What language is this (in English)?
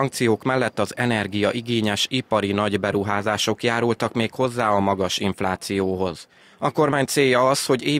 Hungarian